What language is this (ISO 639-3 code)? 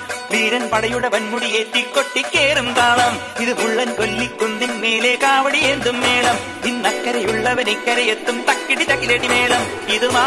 mal